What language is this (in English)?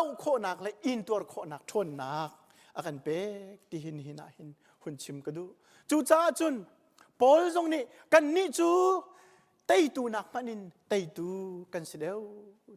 Hakha Chin